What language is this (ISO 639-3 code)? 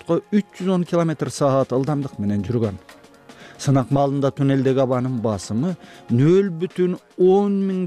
kir